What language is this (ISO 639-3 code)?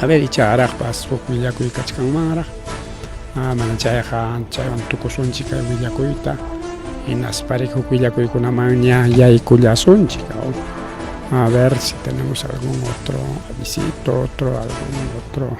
quy